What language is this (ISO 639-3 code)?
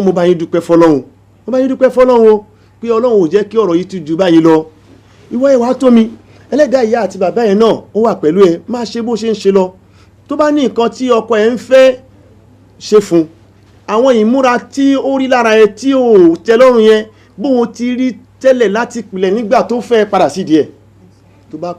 yor